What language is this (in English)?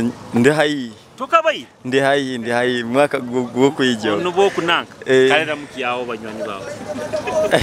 Nyoro